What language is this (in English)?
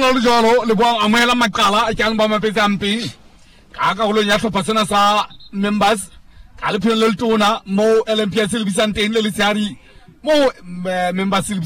Southern Sotho